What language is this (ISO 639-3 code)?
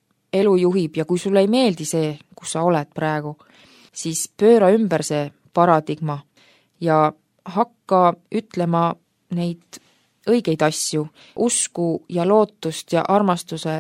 est